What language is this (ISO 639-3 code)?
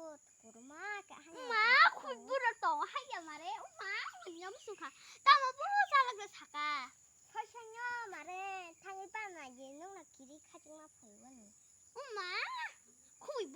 trp